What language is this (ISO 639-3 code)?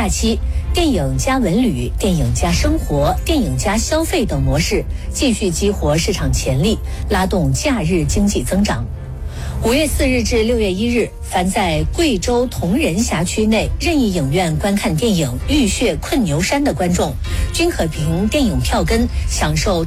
zho